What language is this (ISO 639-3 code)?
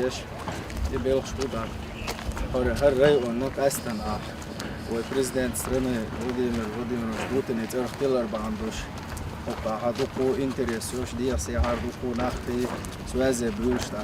che